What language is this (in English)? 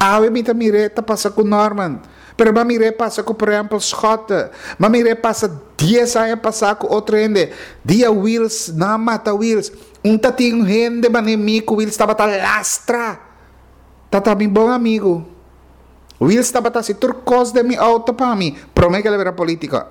Papiamento